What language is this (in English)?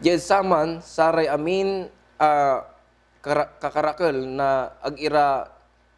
Pangasinan